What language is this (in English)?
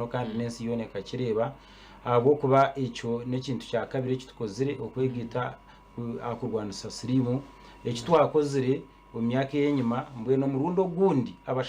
Nyankole